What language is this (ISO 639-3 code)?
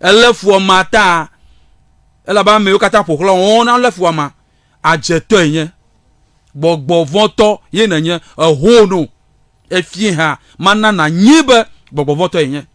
ewe